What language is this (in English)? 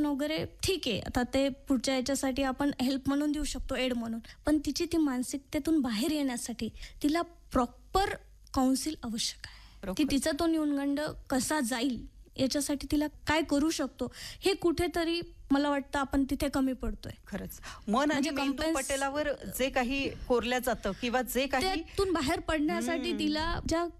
Marathi